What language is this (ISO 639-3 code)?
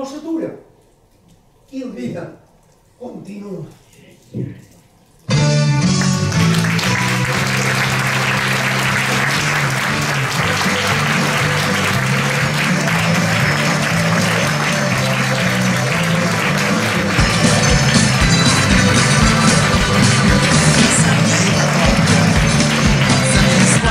cat